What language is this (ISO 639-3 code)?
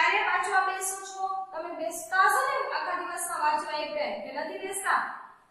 guj